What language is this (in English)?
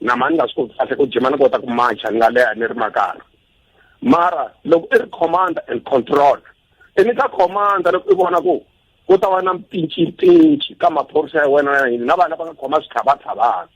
Tsonga